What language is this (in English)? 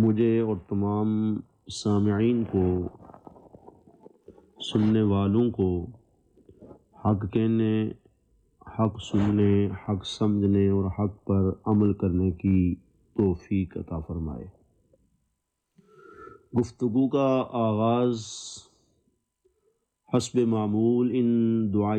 Urdu